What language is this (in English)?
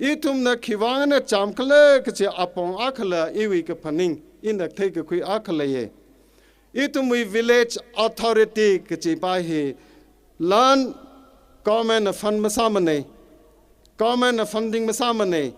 Tangkhul Naga (India)